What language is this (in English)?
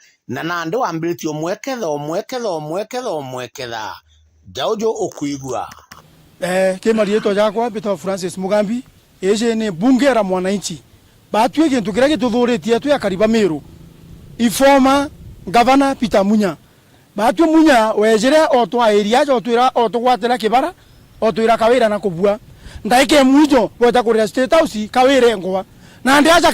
Meru